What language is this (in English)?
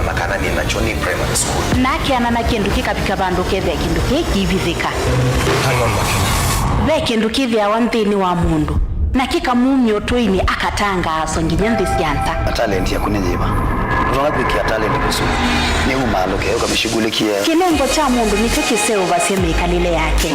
Kamba